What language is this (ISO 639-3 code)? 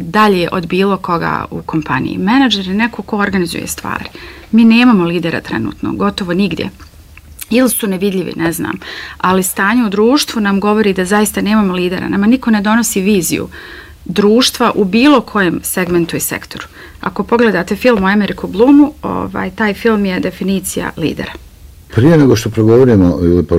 bos